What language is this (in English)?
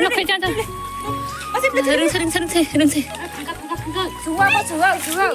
Kok Borok